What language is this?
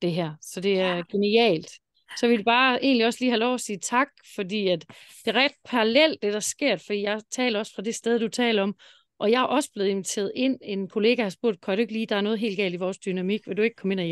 Danish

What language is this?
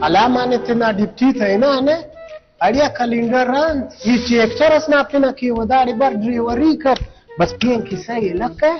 Brahui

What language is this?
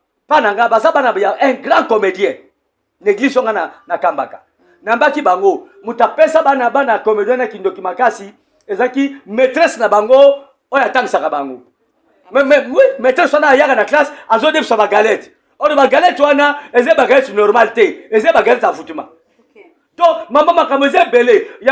Lingala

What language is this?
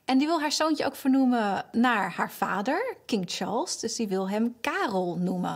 Dutch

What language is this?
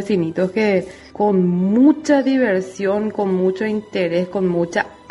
Guarani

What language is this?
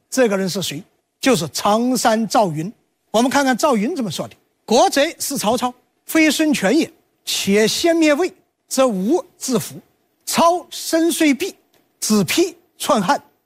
Chinese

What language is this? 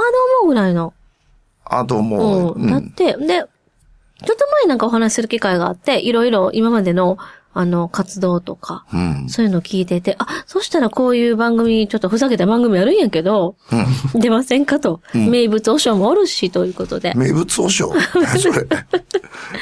Japanese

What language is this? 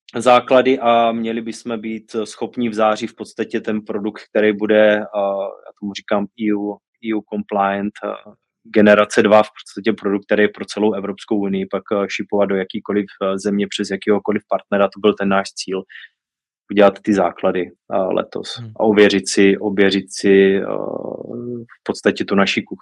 Czech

